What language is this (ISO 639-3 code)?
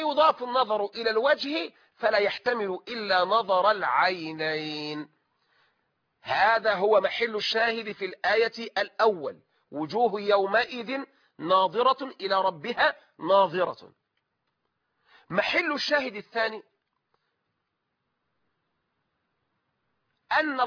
ara